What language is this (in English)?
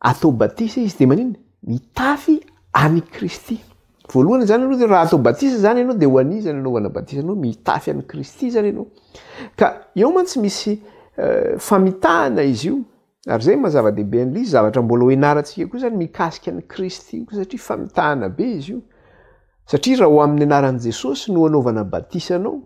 Malagasy